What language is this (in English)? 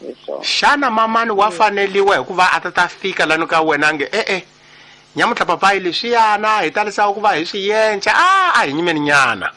Tsonga